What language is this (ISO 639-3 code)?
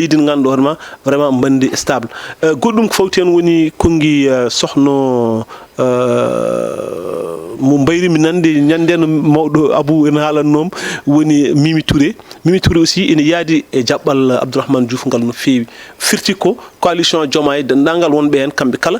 ful